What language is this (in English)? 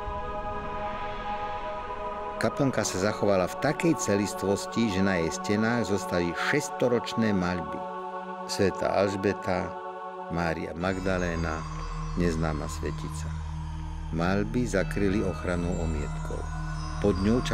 Slovak